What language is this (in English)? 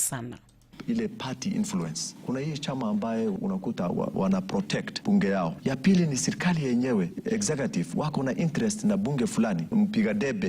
Luo (Kenya and Tanzania)